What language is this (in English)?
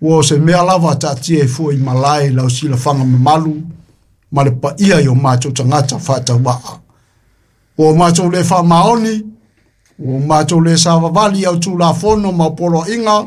Samoan